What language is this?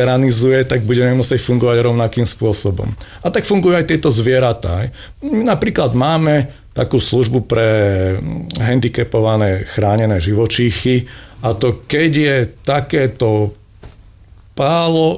Slovak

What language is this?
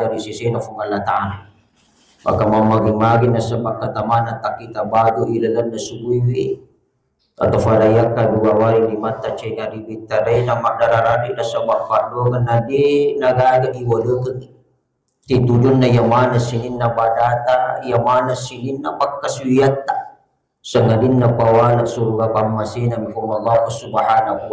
Buginese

